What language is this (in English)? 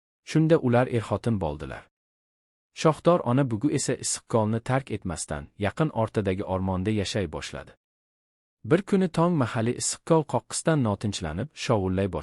Uzbek